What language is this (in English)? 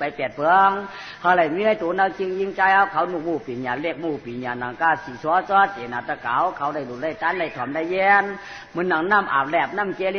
Shan